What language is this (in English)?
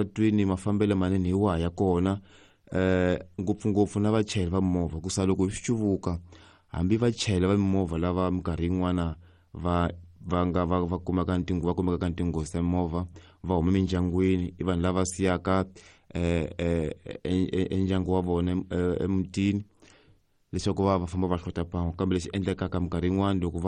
Tsonga